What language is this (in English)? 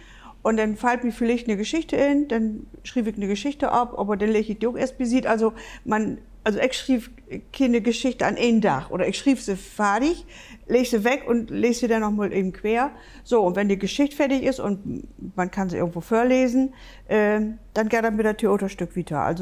Low German